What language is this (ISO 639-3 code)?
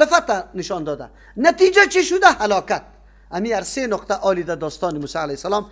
fas